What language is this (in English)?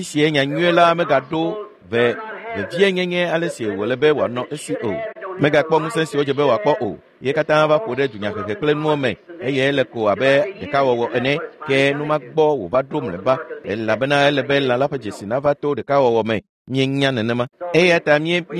Ewe